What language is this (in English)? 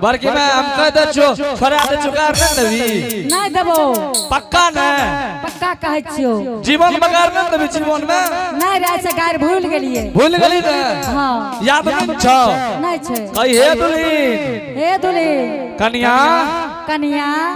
Angika